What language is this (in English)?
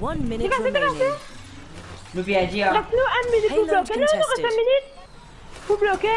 Morisyen